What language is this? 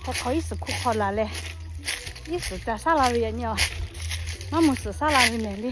Lahu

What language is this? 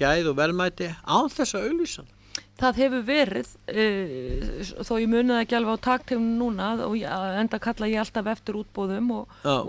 Icelandic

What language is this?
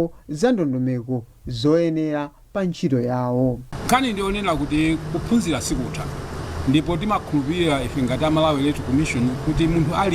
Nyanja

